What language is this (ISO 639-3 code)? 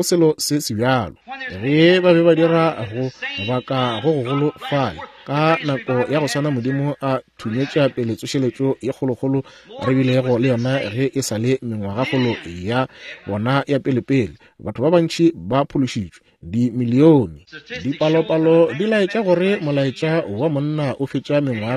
nso